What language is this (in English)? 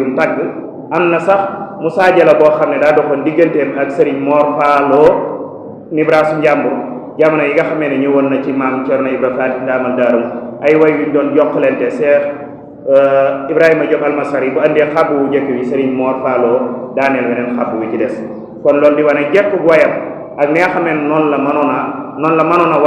Wolof